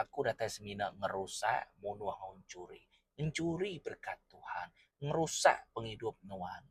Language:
Iban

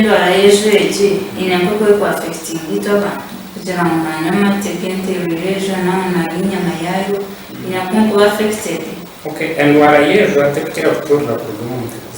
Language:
Nyankole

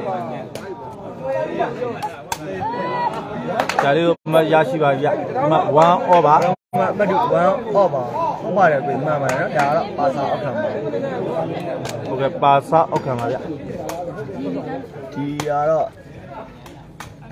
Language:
Burmese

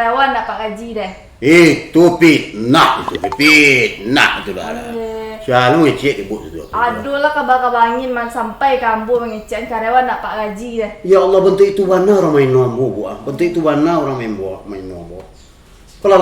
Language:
Minangkabau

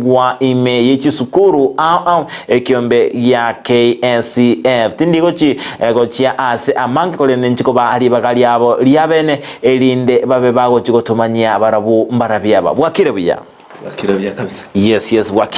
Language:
Gusii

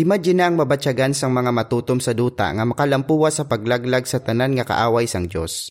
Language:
Hiligaynon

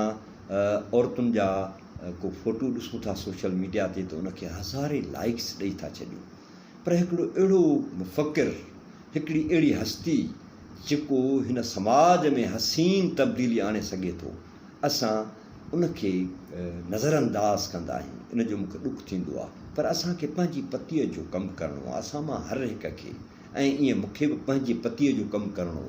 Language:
Sindhi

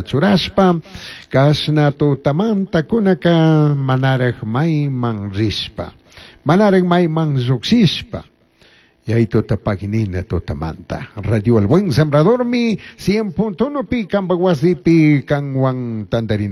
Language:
Chimborazo Highland Quichua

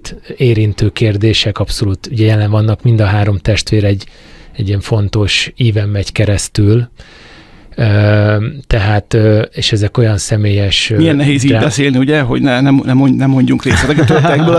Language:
Hungarian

